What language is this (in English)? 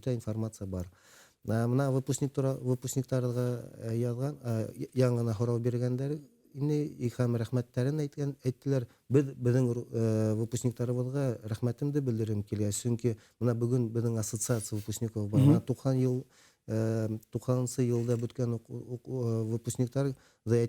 Bashkir